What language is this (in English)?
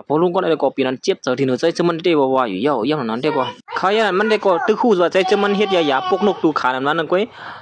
Shan